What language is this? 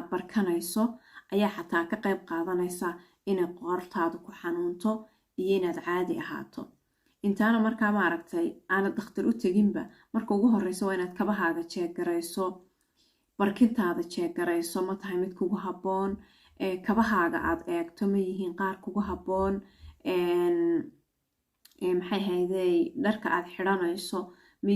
Somali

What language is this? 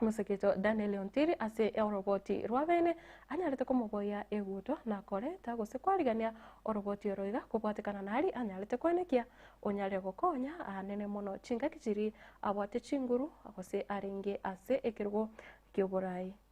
Gusii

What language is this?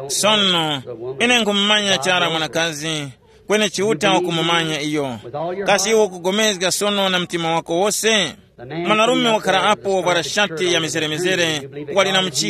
Tumbuka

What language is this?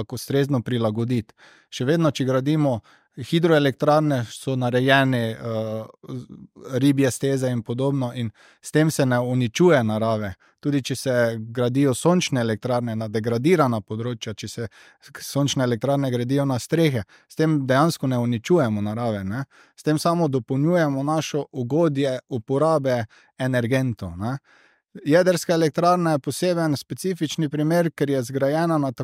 Slovenian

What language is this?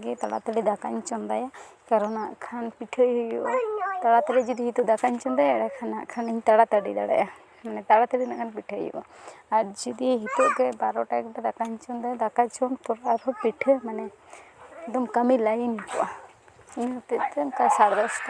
Santali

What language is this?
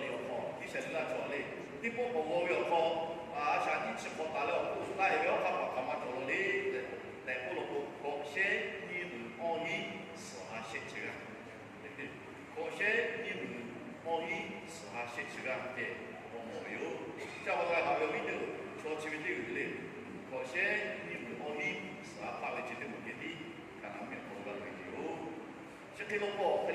Lahu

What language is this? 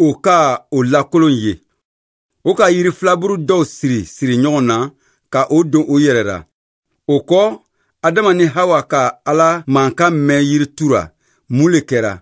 Bambara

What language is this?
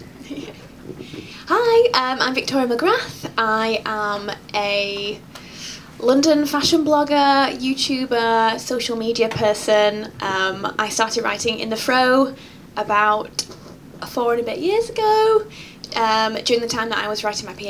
English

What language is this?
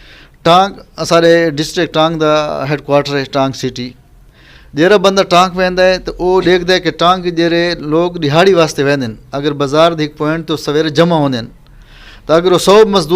Saraiki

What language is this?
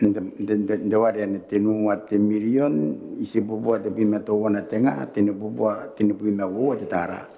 Gilbertese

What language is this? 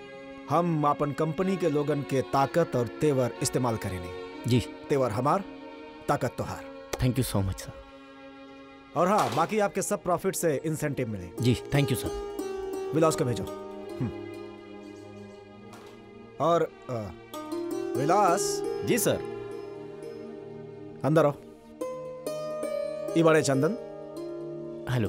Bhojpuri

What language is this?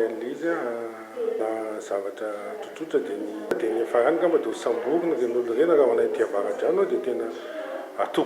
Malagasy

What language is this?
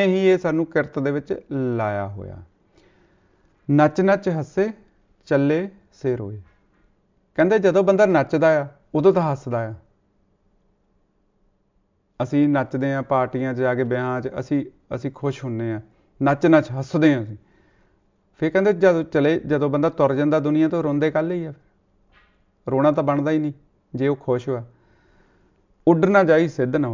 Punjabi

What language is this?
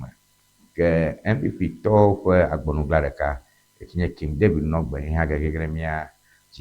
Ewe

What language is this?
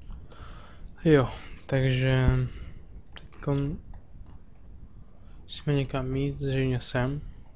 Czech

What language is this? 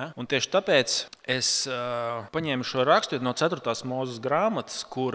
Latvian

